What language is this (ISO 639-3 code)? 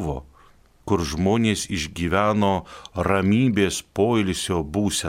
lit